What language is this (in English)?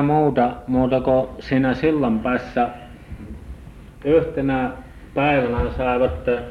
Finnish